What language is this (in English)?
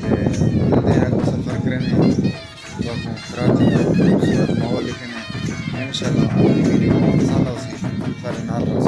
Saraiki